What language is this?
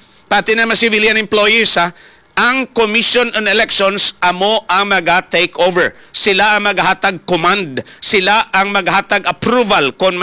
Hiligaynon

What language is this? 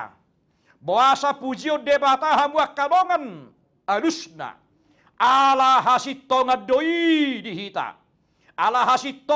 Batak Toba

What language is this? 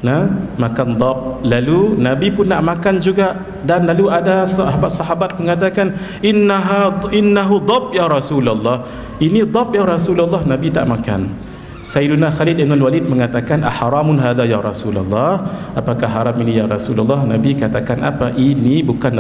Malay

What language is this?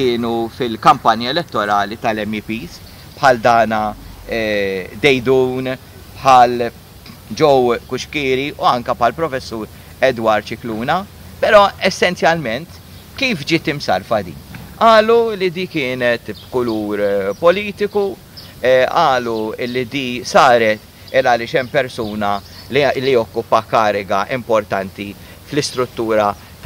Maltese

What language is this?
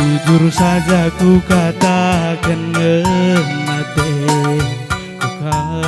Batak Karo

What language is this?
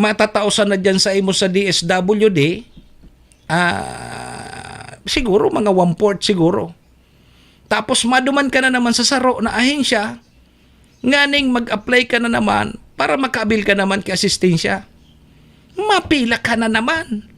Bikol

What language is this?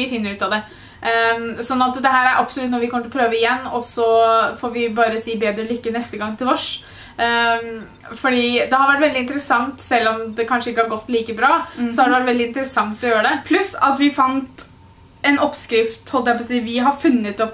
Norwegian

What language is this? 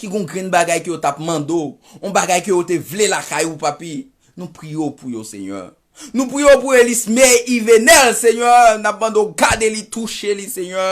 Haitian Creole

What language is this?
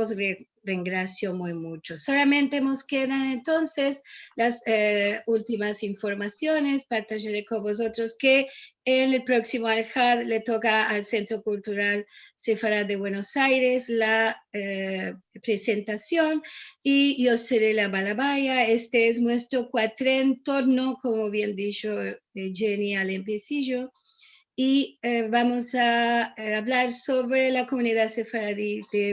Ladino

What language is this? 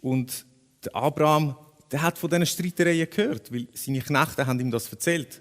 Swiss German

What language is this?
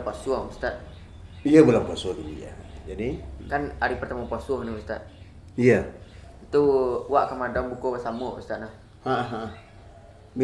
Minangkabau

